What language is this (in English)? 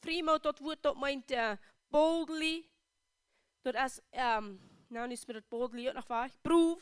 Plautdietsch